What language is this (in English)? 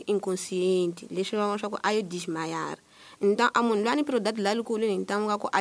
Tsonga